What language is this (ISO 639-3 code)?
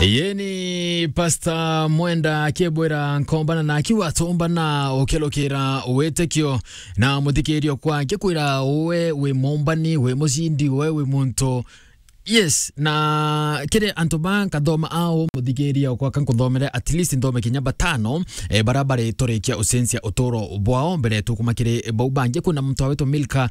mer